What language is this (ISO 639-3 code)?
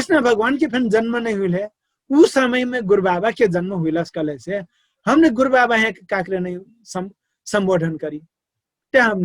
thl